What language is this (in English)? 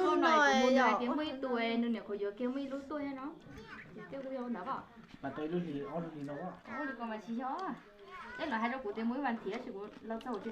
Hmong